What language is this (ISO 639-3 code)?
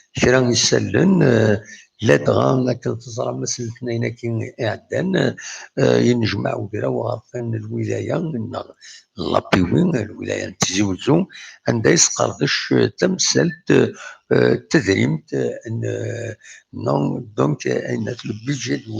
kab